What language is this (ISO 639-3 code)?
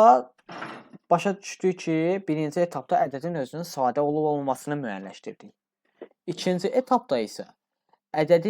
aze